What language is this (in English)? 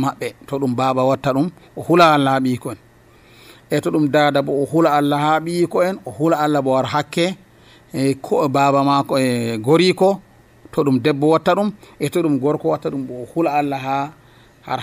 Nigerian Fulfulde